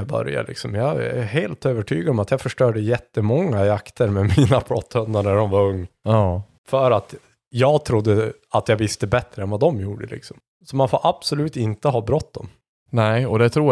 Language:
Swedish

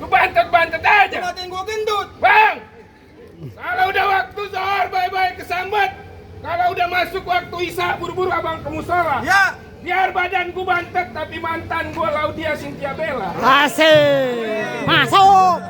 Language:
Betawi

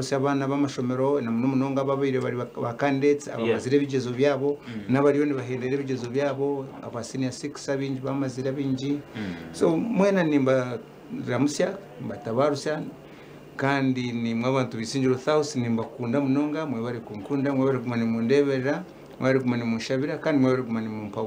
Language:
Nyankole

